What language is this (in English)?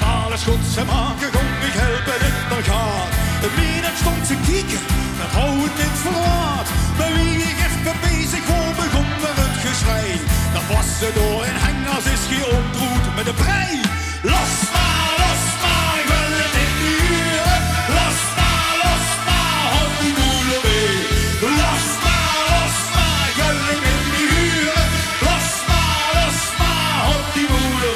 Limburgish